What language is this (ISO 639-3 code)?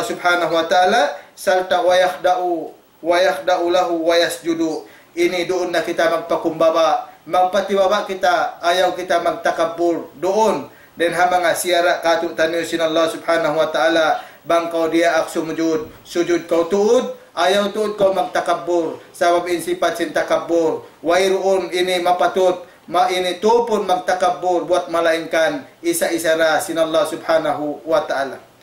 tsg